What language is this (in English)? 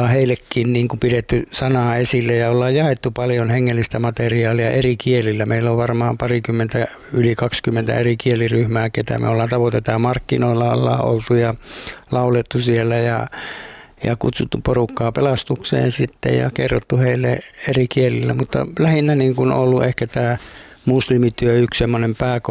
Finnish